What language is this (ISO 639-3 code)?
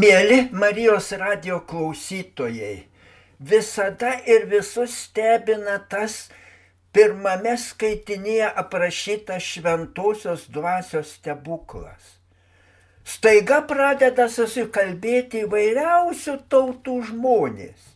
lit